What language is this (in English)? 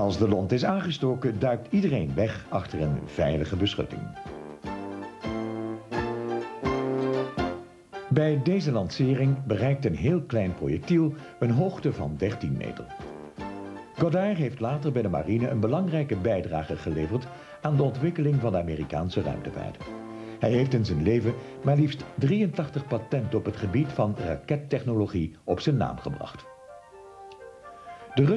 Dutch